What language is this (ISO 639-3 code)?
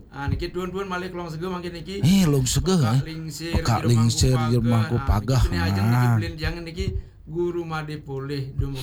ban